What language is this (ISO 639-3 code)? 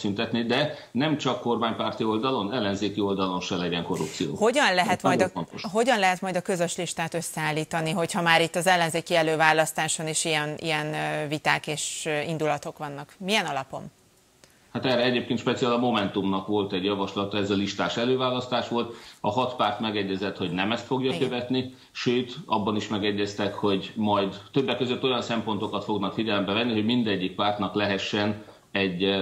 hun